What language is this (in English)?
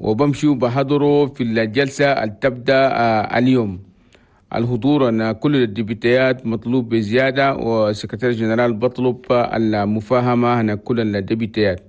Chadian Arabic